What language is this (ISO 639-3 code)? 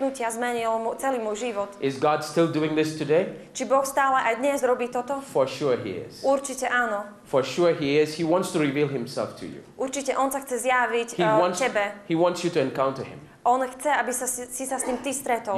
slk